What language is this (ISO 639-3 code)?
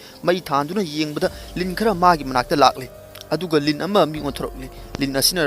mni